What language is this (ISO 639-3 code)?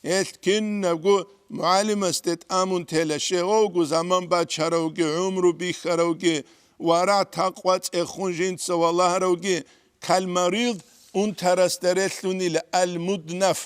ava